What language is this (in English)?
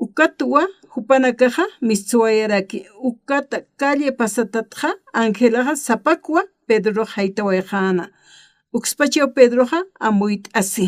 Aymara